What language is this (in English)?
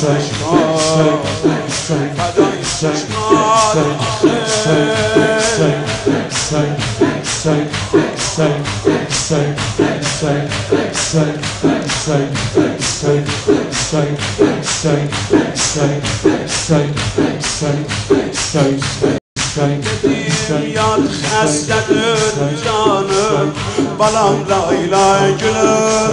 Persian